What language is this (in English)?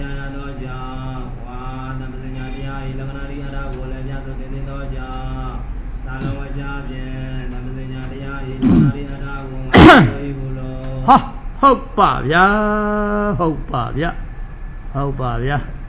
Burmese